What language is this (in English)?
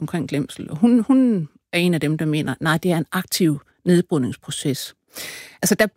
Danish